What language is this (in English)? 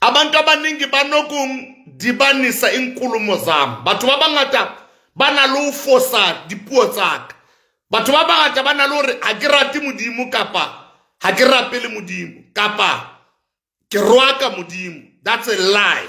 Southern Sotho